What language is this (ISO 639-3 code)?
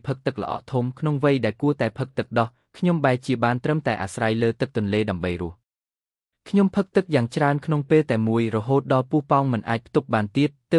khm